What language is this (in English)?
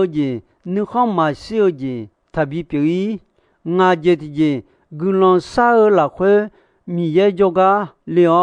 Akha